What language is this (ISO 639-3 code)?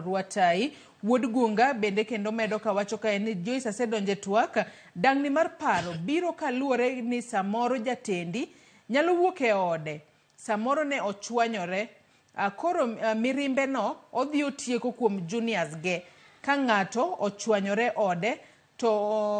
luo